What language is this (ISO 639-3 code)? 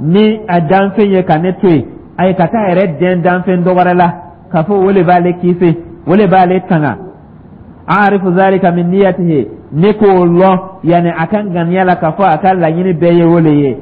dyu